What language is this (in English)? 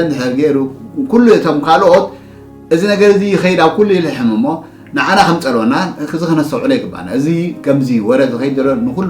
Tigrinya